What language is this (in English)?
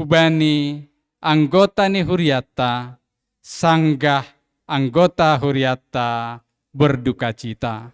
Batak Simalungun